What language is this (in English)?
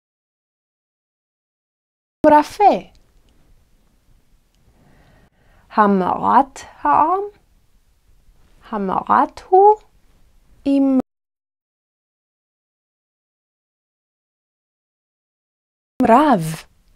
Hebrew